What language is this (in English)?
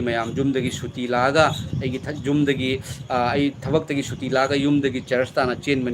Manipuri